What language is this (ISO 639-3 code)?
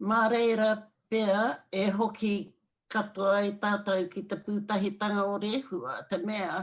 mri